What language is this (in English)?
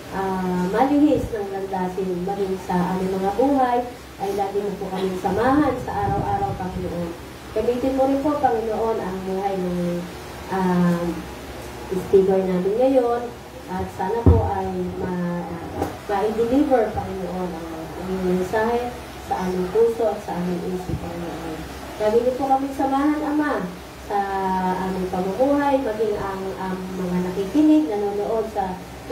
Filipino